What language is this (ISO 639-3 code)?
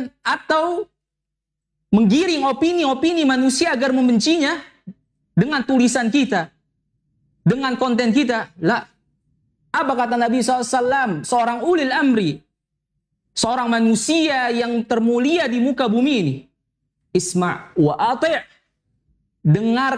ind